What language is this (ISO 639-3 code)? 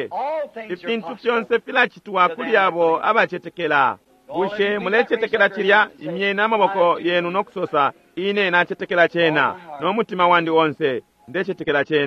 bem